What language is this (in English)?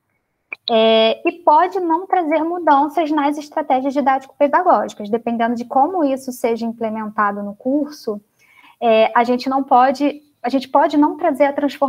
Portuguese